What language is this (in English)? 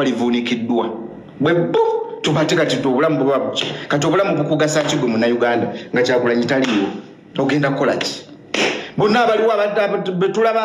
Ganda